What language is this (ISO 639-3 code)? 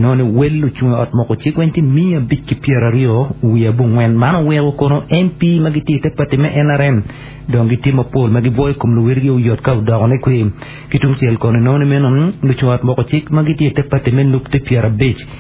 ach